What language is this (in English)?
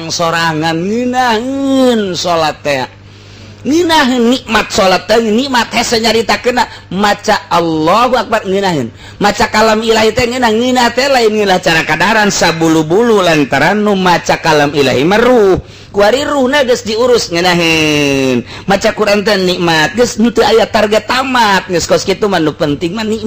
Sundanese